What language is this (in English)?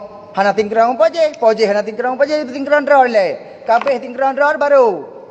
Achinese